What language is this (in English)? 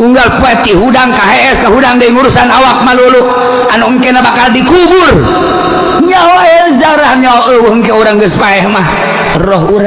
Sundanese